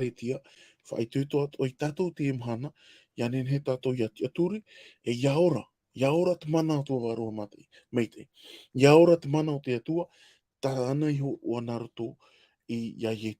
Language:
Tahitian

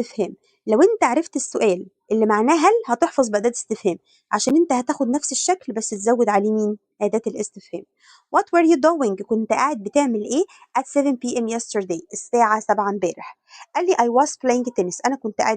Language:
Egyptian Arabic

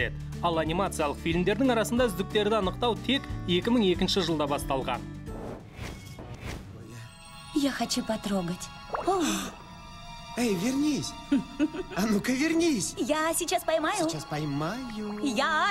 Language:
Kazakh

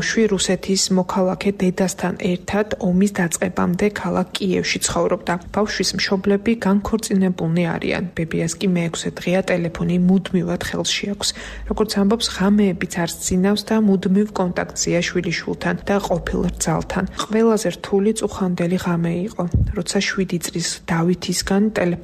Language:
Georgian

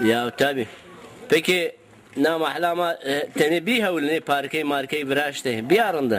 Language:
Zaza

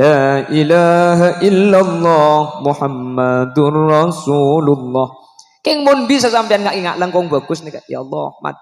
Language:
Madurese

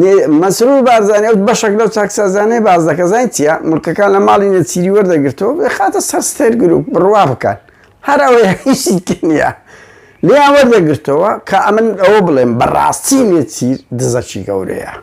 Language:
Central Kurdish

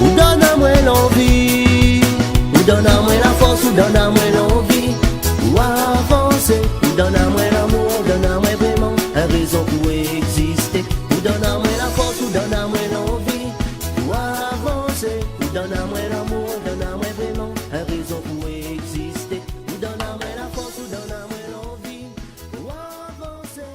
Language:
Réunion Creole French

